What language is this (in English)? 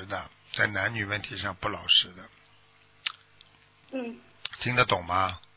Chinese